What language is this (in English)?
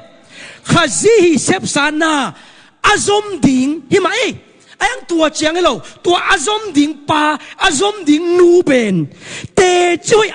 Tedim Chin